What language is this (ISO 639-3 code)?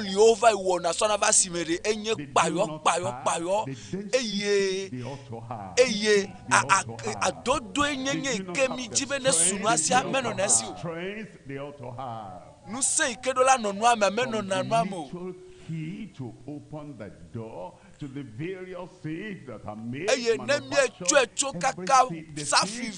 ewe